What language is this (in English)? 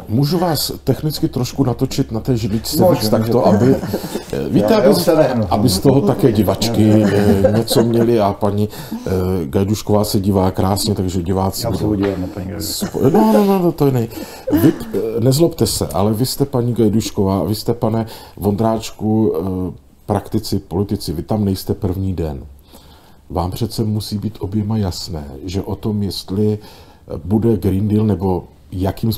Czech